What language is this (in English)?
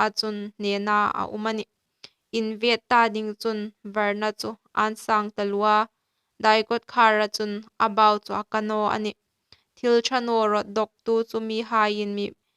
Hmar